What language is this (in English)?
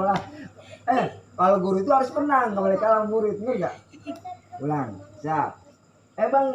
Betawi